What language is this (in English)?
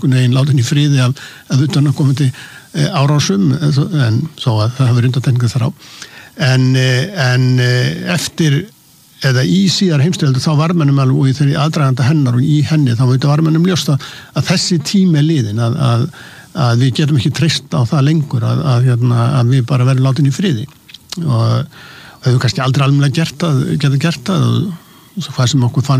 Icelandic